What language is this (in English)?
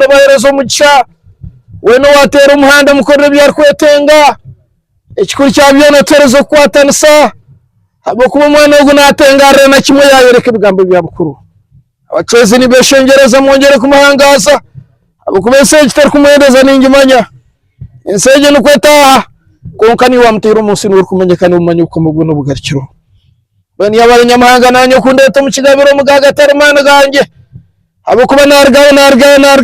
Nyankole